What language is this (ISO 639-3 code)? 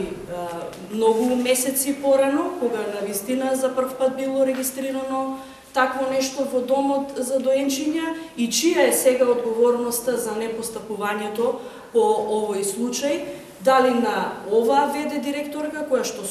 mkd